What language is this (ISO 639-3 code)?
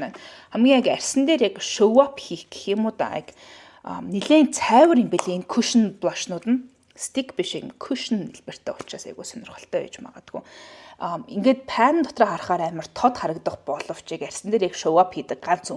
mon